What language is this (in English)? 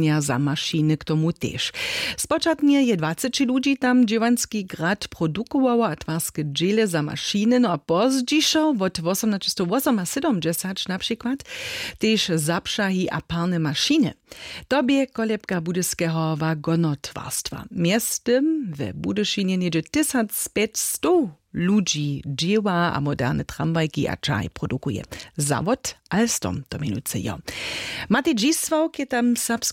Upper Sorbian